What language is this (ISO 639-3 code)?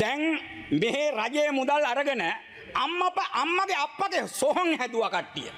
sin